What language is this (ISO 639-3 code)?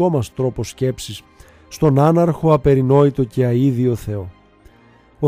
ell